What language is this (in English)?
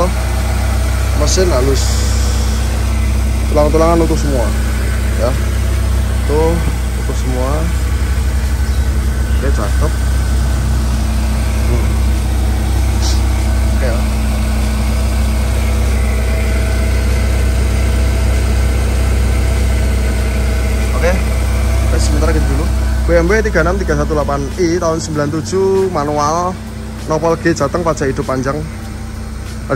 Indonesian